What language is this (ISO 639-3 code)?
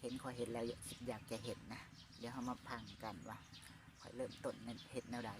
lao